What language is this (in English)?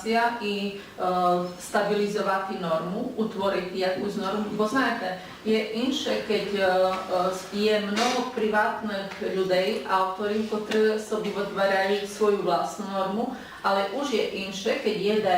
Rusyn